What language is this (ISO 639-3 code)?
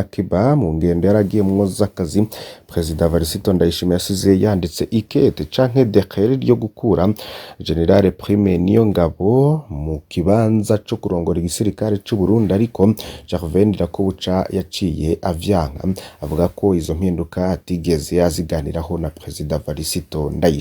run